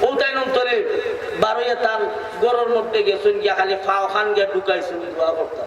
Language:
Sylheti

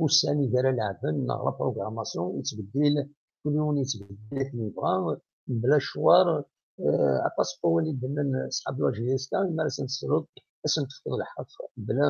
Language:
Kabyle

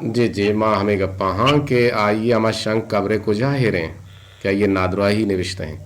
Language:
Eastern Balochi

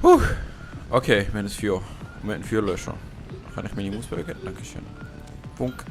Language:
Swiss German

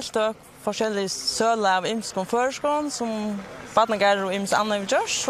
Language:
Faroese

